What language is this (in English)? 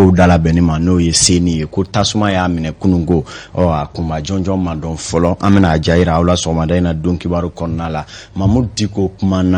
Bambara